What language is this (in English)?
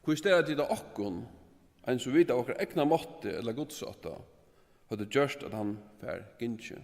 Faroese